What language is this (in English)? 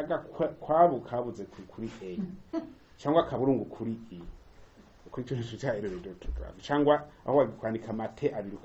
Rundi